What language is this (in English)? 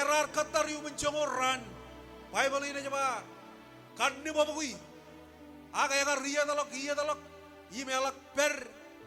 Marshallese